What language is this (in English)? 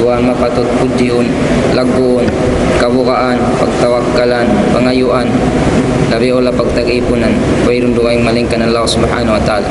Tausug